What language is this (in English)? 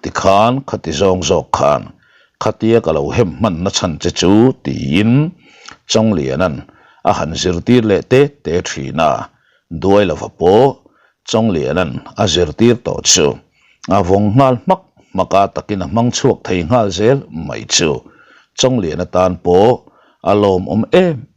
Mizo